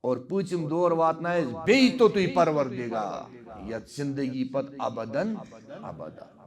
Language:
Kashmiri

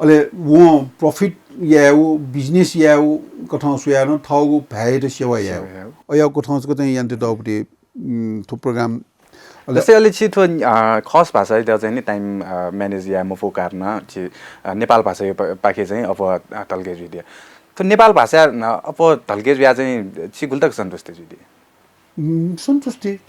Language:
Newari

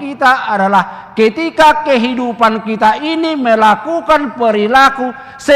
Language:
Batak Toba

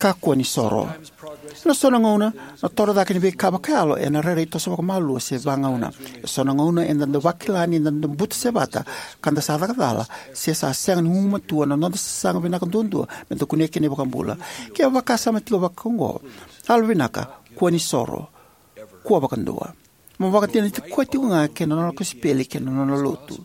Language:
Fijian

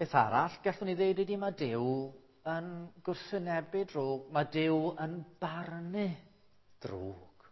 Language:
Welsh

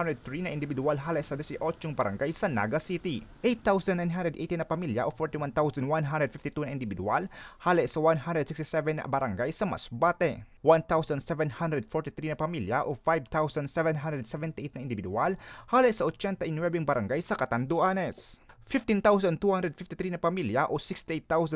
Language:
Bikol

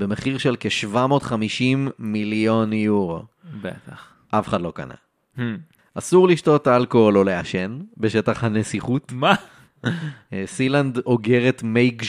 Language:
Hebrew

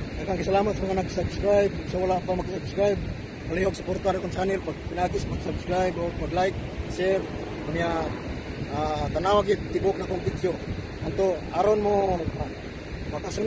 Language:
Cebuano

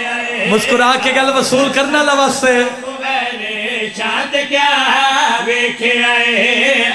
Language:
Urdu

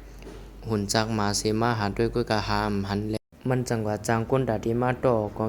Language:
Shan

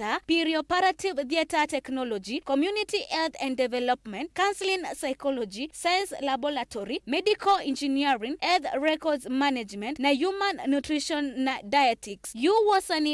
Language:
Kamba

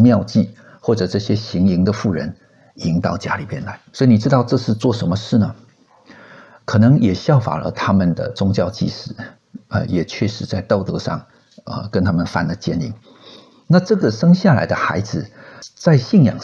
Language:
Chinese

